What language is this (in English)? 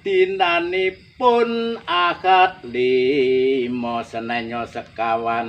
Javanese